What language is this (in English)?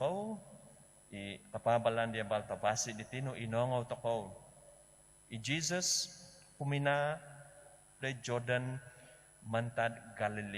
Central Dusun